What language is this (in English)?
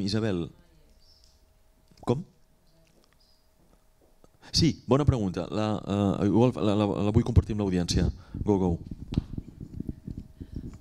Catalan